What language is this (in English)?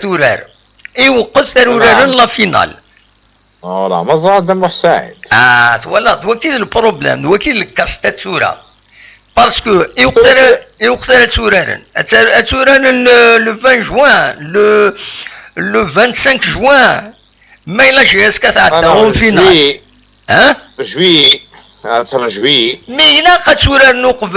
Kabyle